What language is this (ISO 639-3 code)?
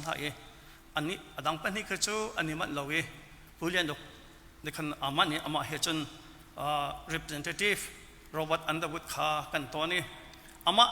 cnh